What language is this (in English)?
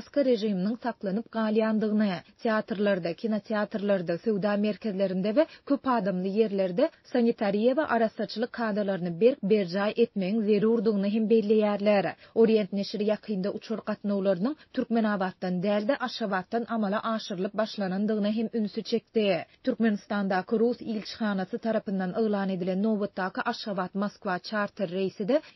Turkmen